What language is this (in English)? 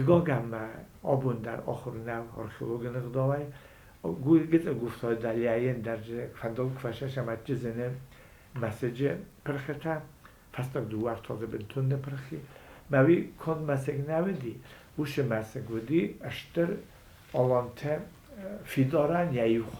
Ossetic